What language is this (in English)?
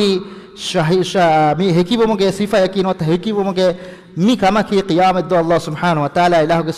Divehi